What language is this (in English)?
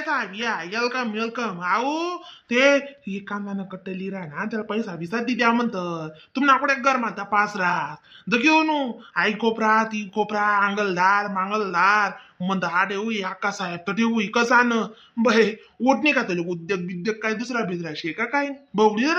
Khandesi